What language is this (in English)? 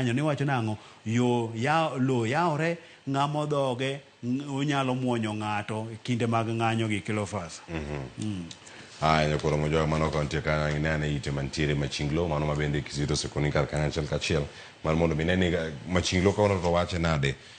Luo (Kenya and Tanzania)